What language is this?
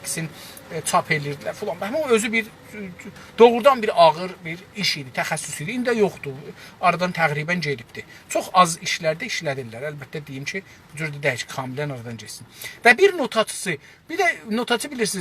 South Azerbaijani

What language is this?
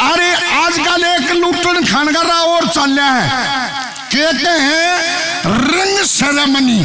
Haryanvi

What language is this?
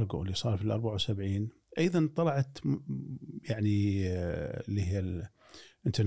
Gulf Arabic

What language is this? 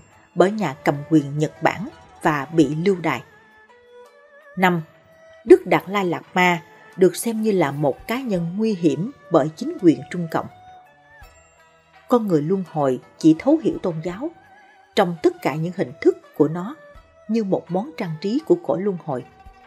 Vietnamese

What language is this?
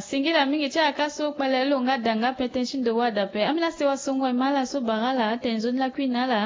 Sango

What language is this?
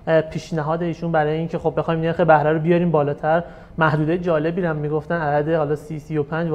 Persian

